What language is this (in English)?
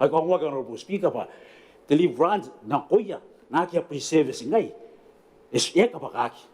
Gilbertese